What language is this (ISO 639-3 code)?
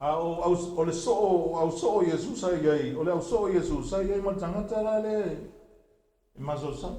smo